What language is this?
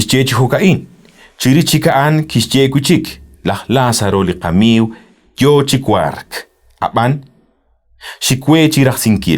Kekchí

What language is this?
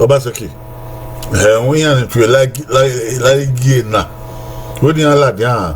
Bini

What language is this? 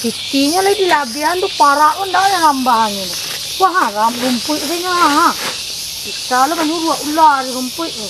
Minangkabau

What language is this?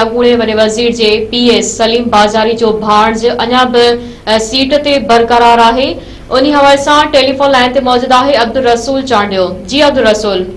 Sindhi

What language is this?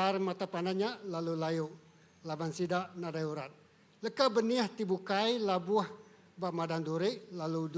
Iban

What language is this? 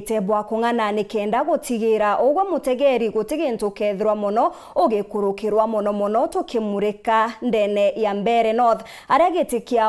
Meru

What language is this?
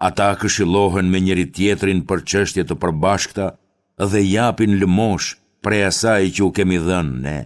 Albanian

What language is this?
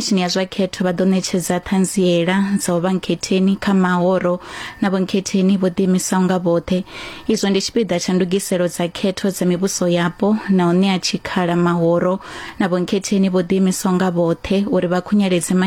Venda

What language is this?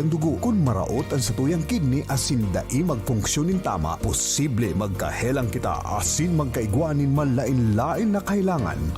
Bikol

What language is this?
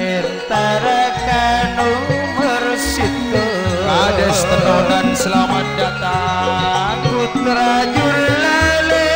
Madurese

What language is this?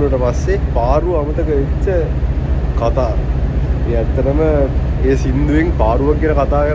Sinhala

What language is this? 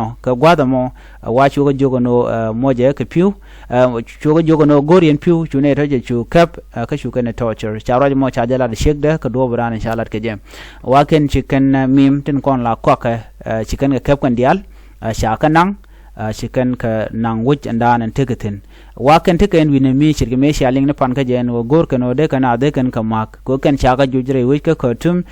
Nuer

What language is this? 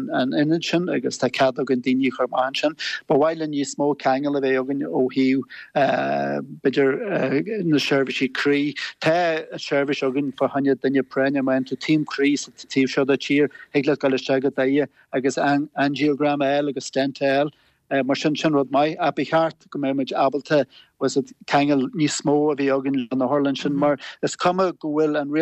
Irish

